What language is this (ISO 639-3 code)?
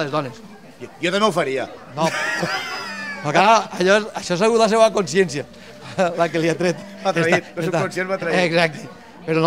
cat